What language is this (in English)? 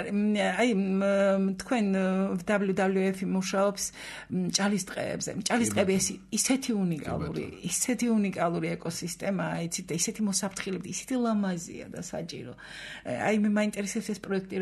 Georgian